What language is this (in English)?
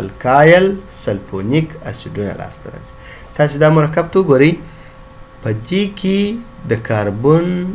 Pashto